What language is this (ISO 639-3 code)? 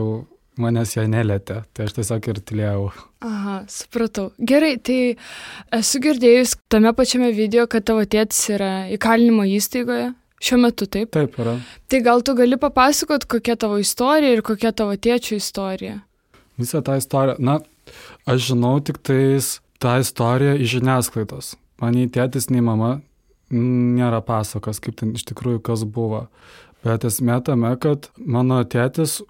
lit